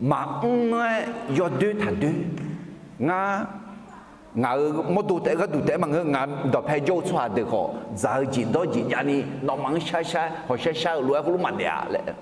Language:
Akha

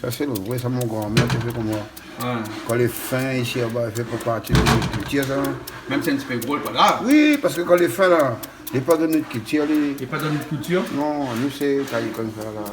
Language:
Réunion Creole French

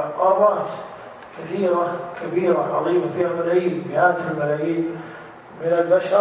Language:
Arabic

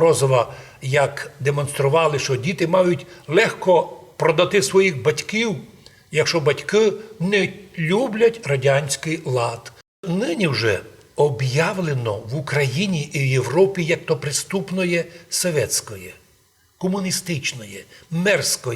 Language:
Rusyn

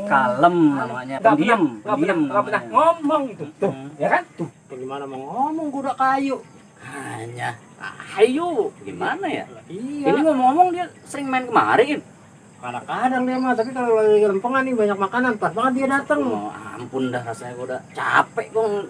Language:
Betawi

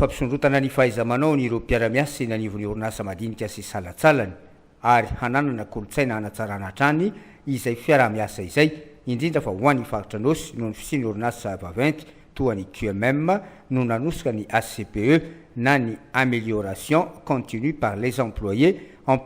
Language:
Malagasy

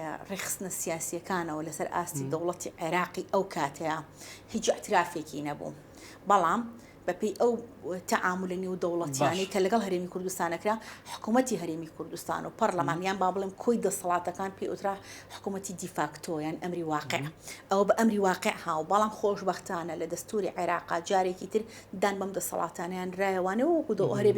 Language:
Central Kurdish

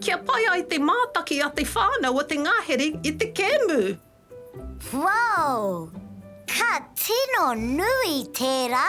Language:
Māori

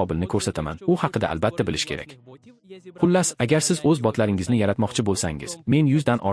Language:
Uzbek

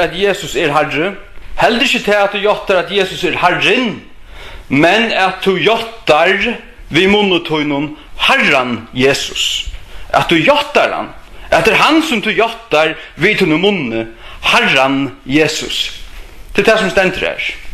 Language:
Faroese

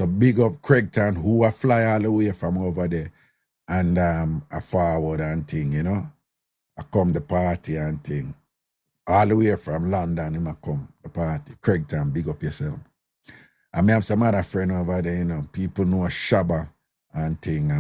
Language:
Jamaican Creole English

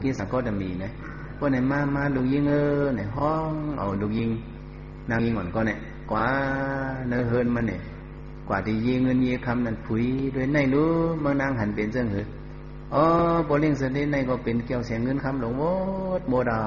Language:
Shan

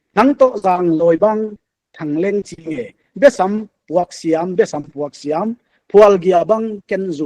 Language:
Paite Chin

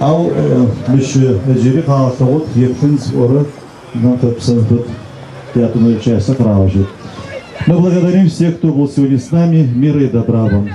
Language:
Adyghe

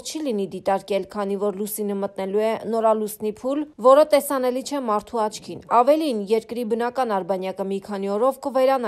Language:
Armenian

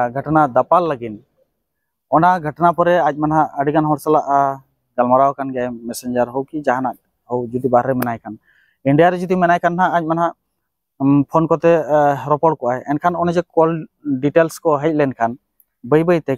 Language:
Santali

